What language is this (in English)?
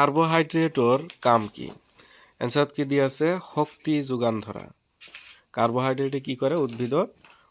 Assamese